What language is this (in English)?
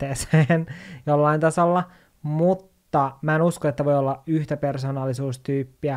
Finnish